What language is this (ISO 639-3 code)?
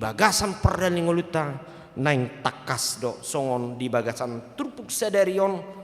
bbc